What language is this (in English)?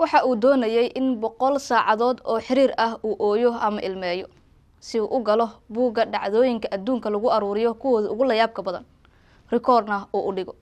Somali